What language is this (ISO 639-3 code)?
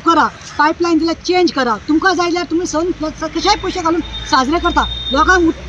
kok